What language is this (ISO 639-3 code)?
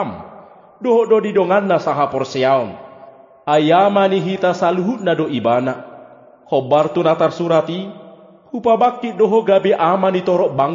bbc